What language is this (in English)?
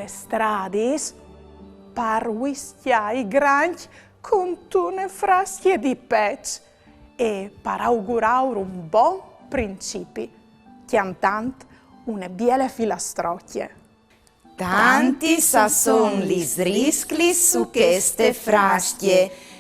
Friulian